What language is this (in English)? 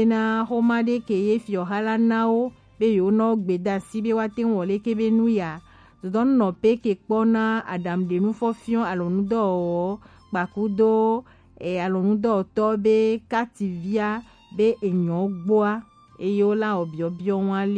Gen